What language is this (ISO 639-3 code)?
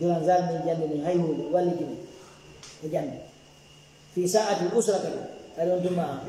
ful